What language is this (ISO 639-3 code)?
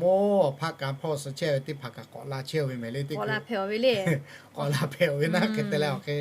lhu